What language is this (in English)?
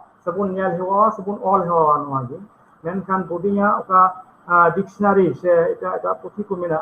Santali